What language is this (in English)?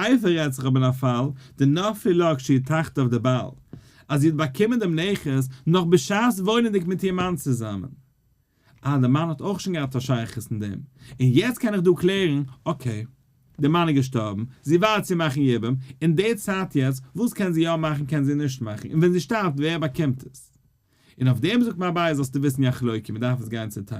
Yiddish